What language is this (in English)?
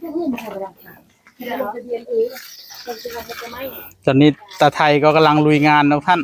Northeastern Thai